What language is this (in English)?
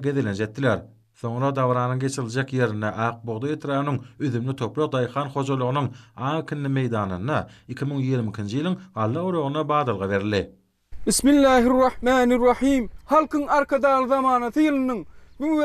Turkmen